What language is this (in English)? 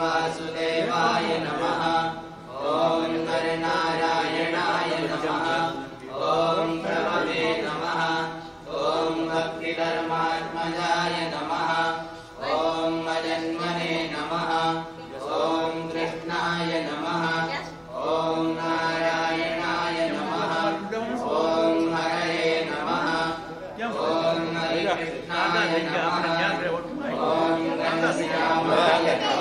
Gujarati